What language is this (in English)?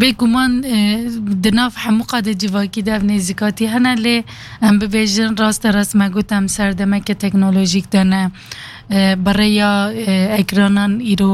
Kurdish